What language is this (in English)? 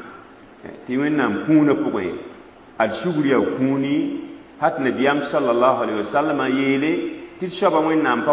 Mossi